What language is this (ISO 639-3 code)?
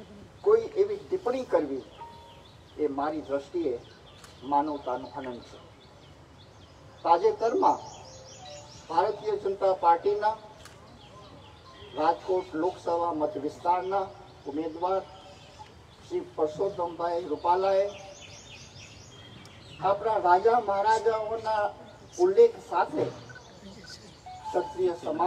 guj